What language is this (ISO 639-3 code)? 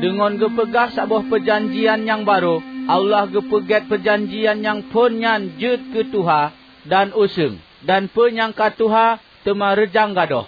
ace